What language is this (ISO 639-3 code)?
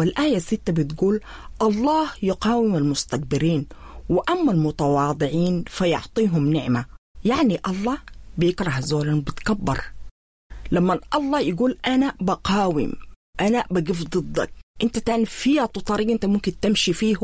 apd